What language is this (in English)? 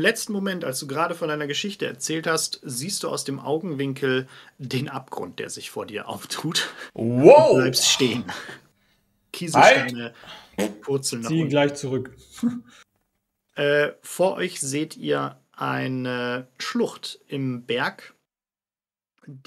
German